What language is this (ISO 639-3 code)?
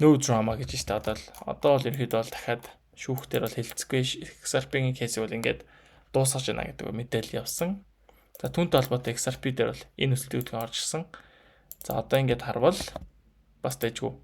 mon